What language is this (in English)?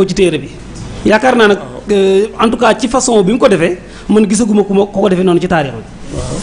Wolof